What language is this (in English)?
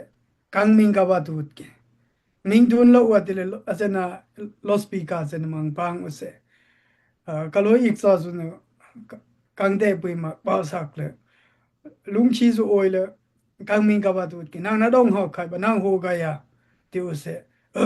Daai Chin